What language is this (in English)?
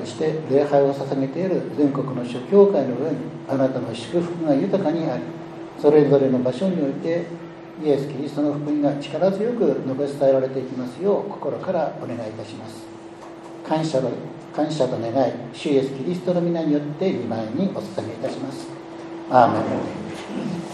Japanese